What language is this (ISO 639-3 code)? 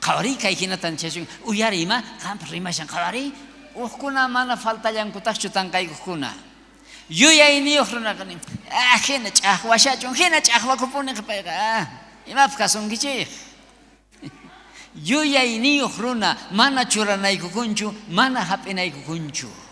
quh